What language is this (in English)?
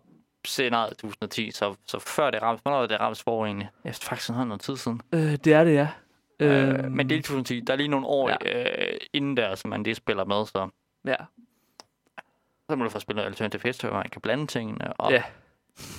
Danish